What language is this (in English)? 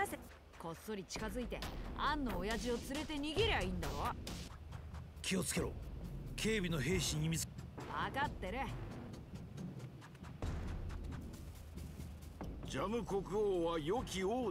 Japanese